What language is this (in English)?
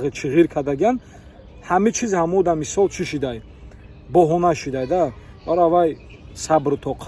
Tajik